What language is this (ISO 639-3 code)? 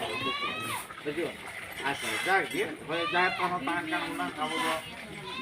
sat